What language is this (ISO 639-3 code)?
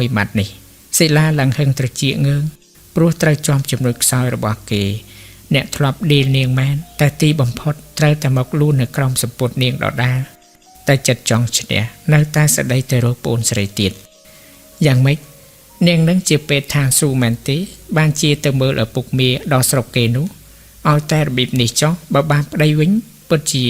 khm